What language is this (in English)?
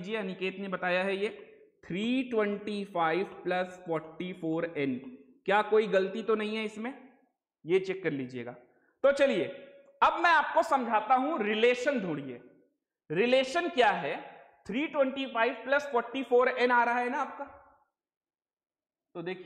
Hindi